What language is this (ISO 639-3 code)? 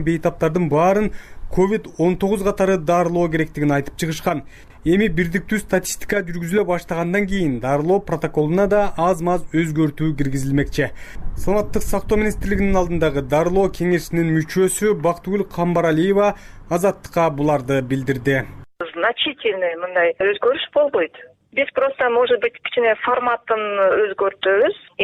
kir